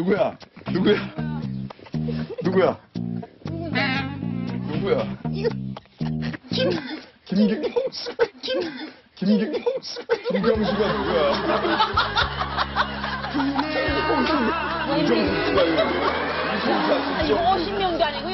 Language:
Korean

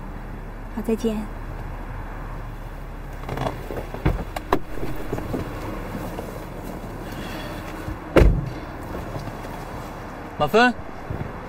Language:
Chinese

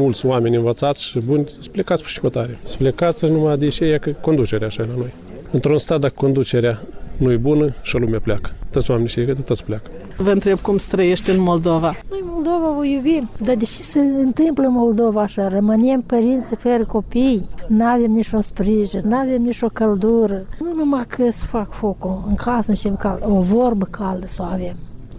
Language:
Romanian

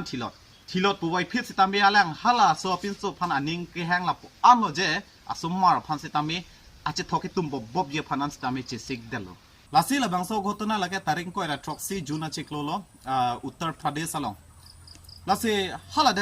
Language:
Karbi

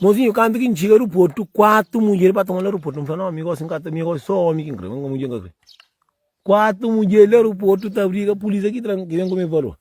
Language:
Kabuverdianu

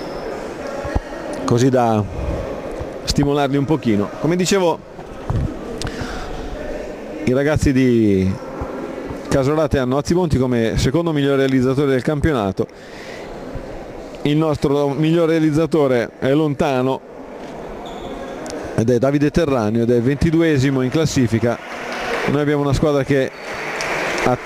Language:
Italian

